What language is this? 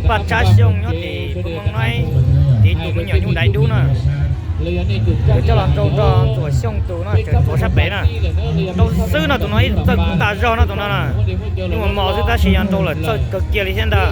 Hmong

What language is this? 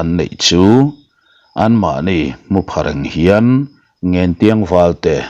Mizo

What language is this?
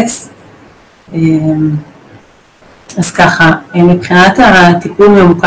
Hebrew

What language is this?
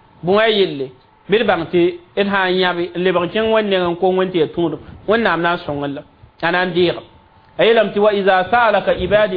Mossi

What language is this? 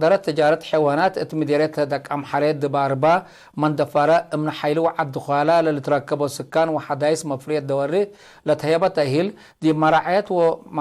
Tigre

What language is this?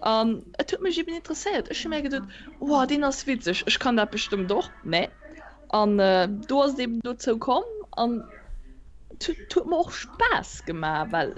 Luxembourgish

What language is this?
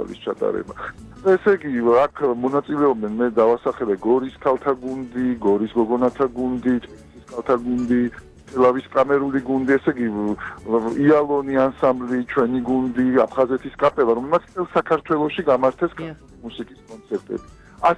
Georgian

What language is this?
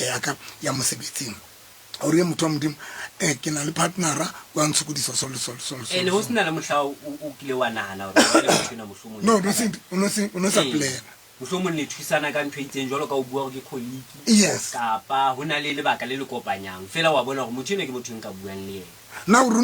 Southern Sotho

